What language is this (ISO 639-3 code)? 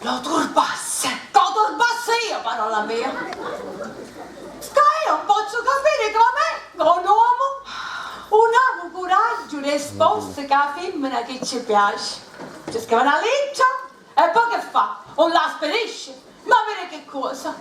scn